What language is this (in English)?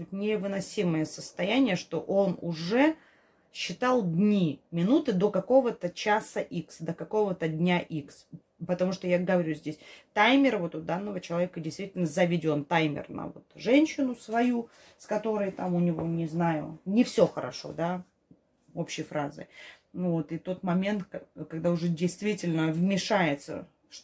Russian